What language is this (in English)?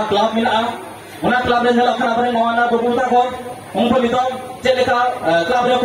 Santali